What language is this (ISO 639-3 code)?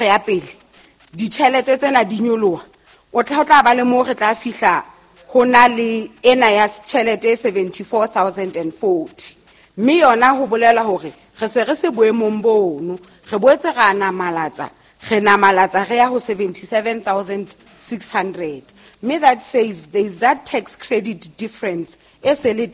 sot